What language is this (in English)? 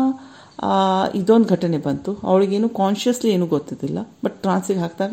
Kannada